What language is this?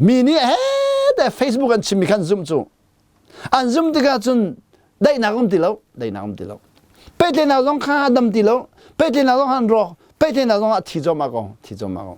Hakha Chin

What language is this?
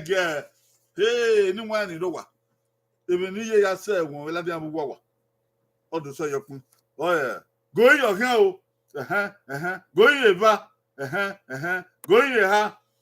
Bini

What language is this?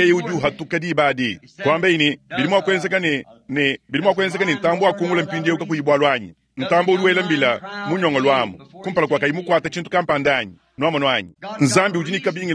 Luba-Lulua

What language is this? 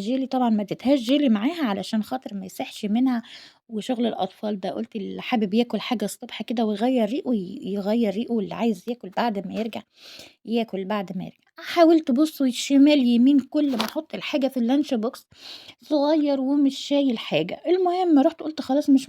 Egyptian Arabic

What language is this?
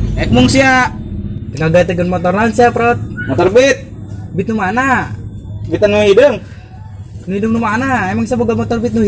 Sundanese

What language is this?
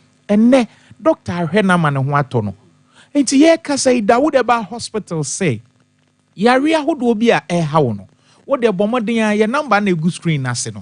Akan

